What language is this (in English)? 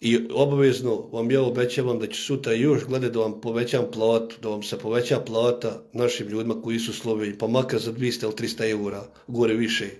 Bosnian